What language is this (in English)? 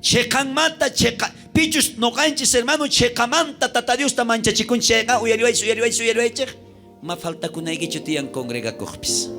South Bolivian Quechua